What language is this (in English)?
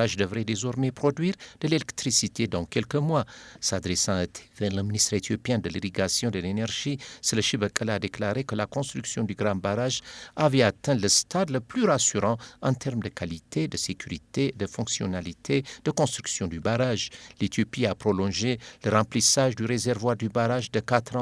French